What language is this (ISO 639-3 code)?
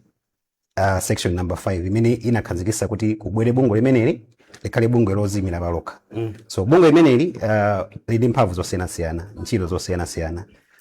nya